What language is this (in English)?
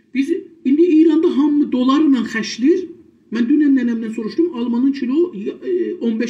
South Azerbaijani